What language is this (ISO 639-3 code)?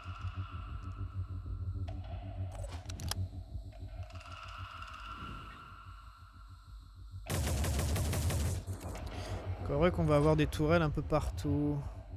fra